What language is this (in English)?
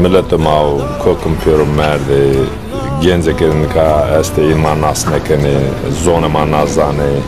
Zaza